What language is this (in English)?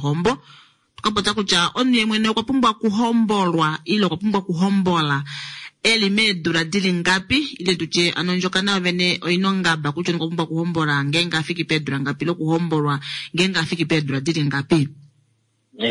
Kuanyama